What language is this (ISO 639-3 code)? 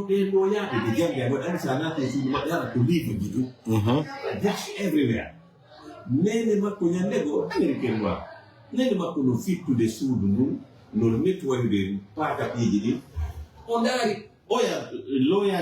ful